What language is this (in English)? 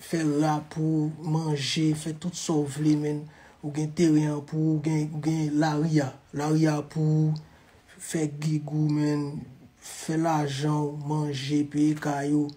Haitian Creole